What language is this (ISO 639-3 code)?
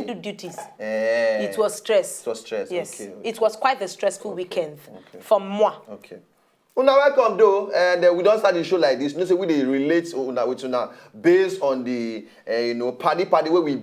pcm